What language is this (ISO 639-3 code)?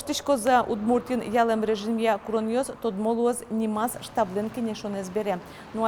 udm